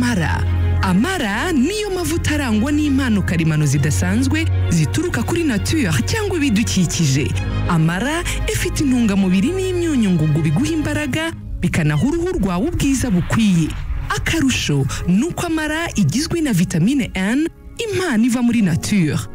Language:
Kinyarwanda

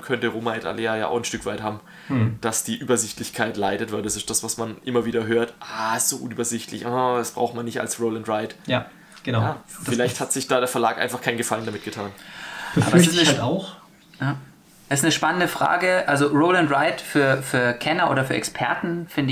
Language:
German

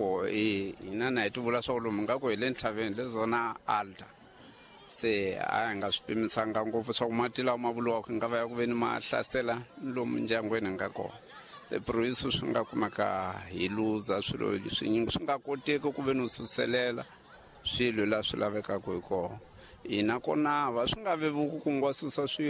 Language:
Tsonga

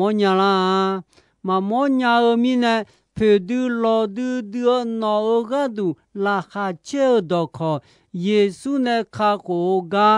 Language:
Akha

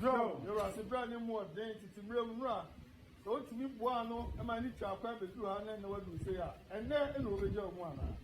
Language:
Akan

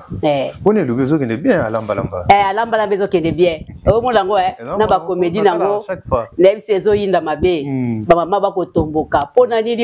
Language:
Lingala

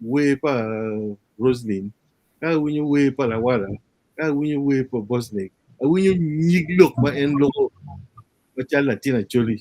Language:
Acoli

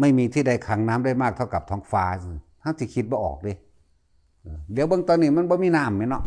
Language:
Northeastern Thai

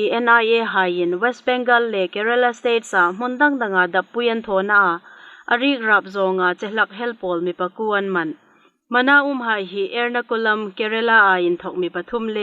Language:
Hmar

